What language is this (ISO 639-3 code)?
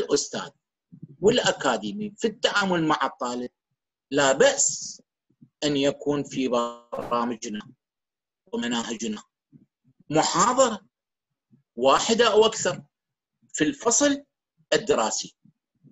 ara